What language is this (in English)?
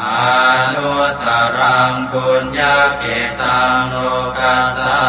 Pali